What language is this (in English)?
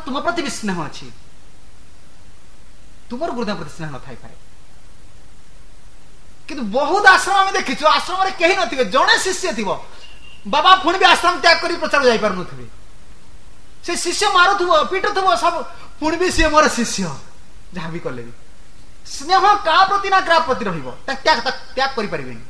Odia